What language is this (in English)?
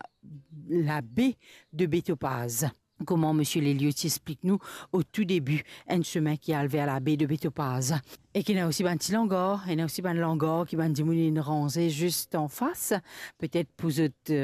Morisyen